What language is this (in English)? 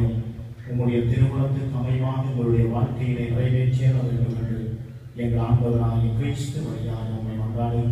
Tamil